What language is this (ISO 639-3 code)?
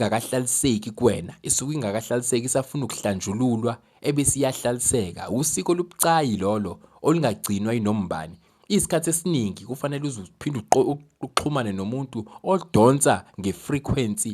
zul